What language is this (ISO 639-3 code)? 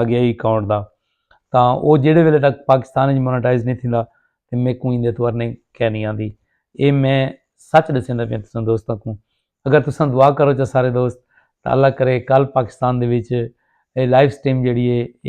skr